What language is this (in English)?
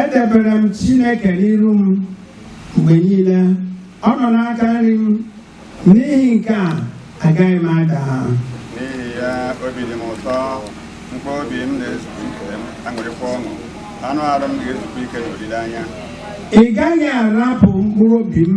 Igbo